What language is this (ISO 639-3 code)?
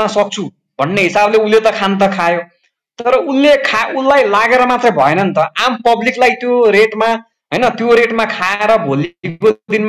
nep